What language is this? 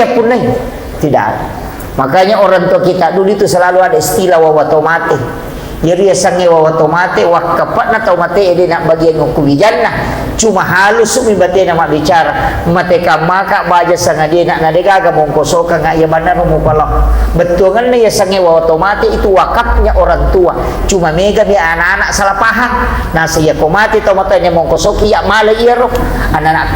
Buginese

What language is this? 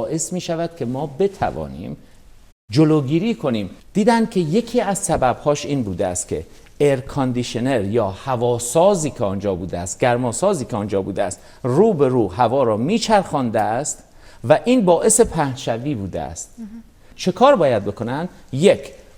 Persian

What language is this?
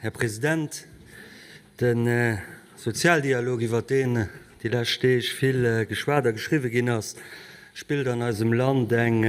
Luxembourgish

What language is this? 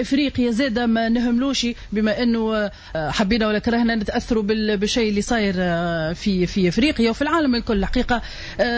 Tunisian Arabic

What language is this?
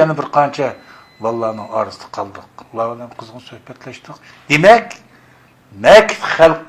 Uyghur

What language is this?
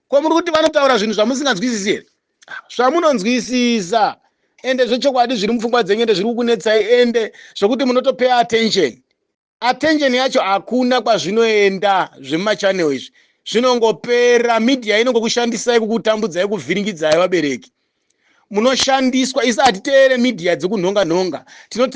Shona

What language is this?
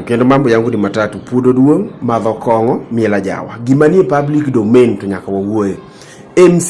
Luo (Kenya and Tanzania)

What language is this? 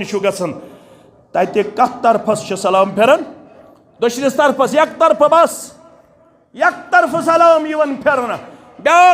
Kashmiri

